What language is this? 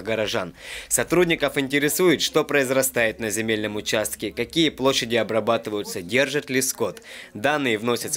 Russian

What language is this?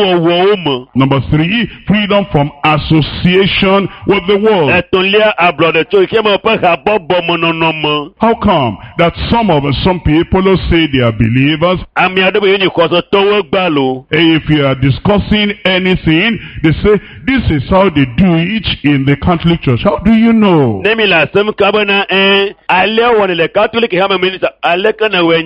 Ewe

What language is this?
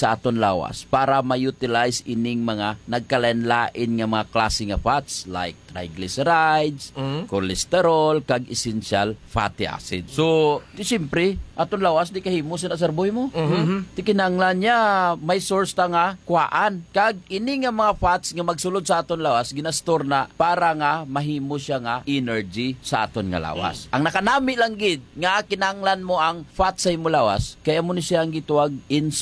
Hiligaynon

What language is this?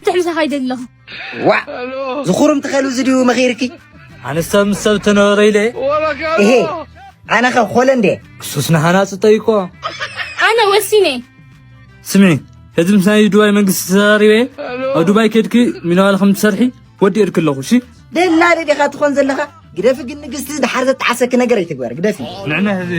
Tigrinya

